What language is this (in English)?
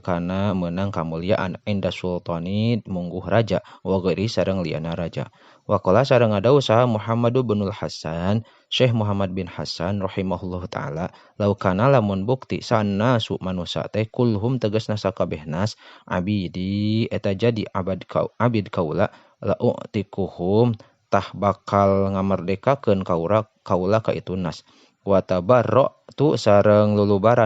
Sundanese